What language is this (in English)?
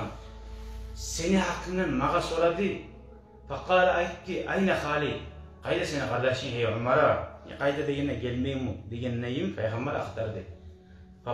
Kumyk